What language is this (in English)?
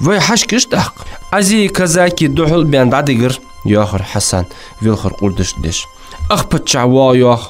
Ingush